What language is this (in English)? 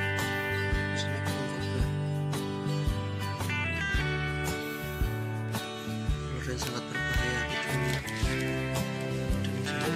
Indonesian